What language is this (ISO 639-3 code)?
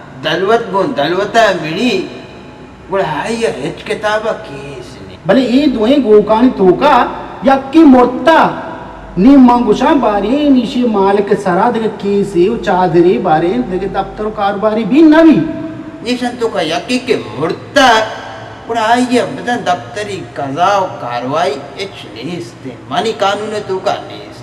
bal